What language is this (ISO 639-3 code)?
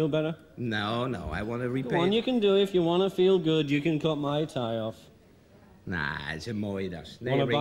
nld